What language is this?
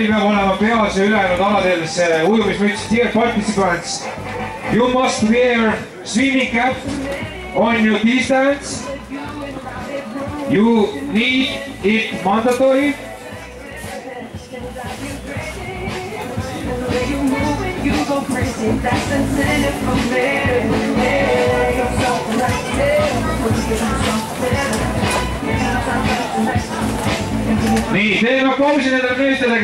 Estonian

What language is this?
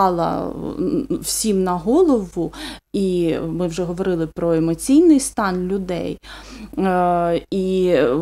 Ukrainian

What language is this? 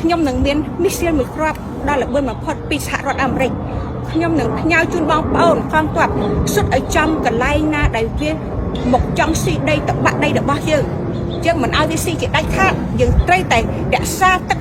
Khmer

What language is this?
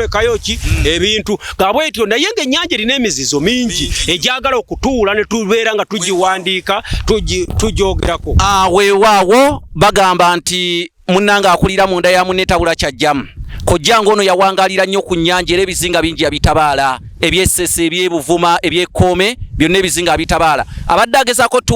Ganda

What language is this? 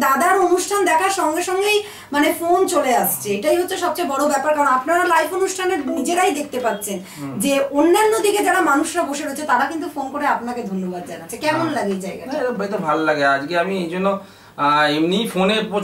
Bangla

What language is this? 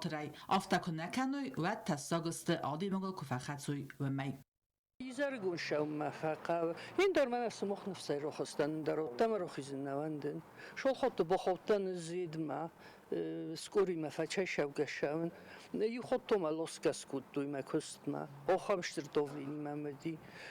Ossetic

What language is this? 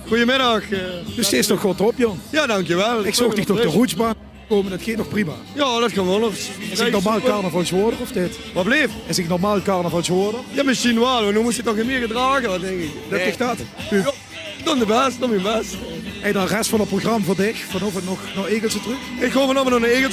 Limburgish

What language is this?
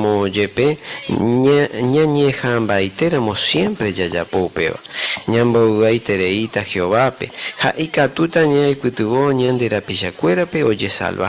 Guarani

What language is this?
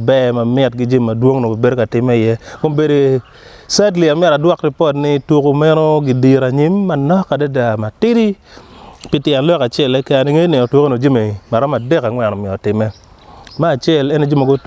Acoli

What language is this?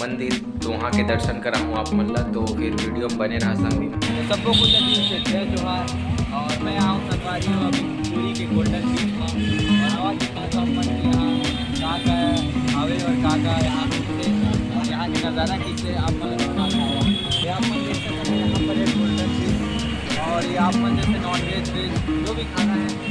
Chhattisgarhi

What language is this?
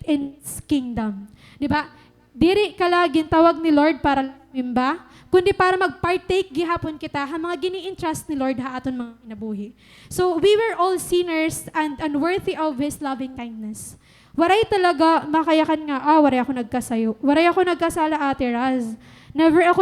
Waray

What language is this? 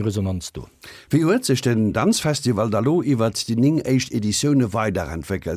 Luxembourgish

